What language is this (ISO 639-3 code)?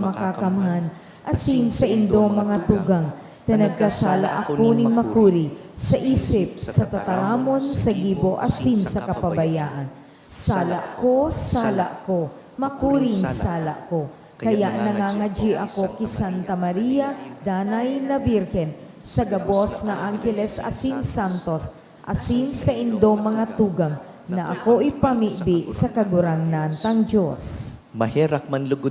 bik